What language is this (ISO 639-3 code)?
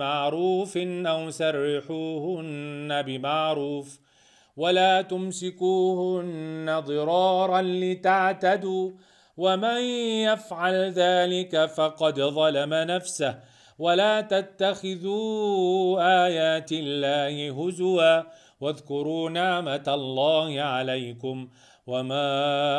ara